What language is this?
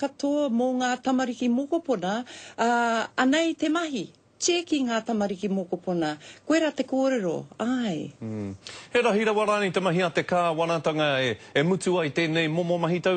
Māori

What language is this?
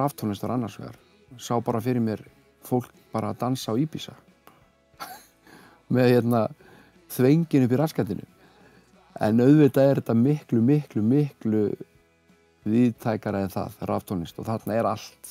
Icelandic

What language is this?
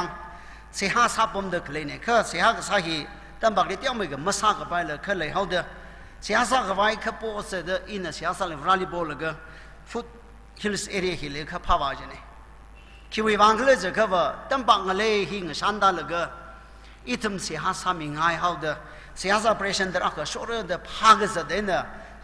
Tangkhul Naga (India)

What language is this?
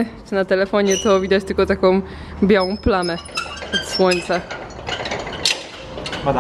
Polish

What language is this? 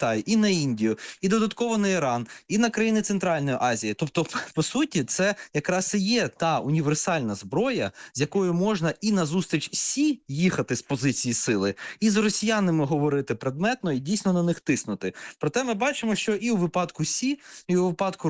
Ukrainian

